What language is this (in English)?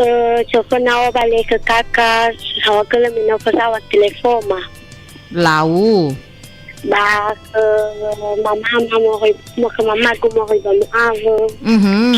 Nias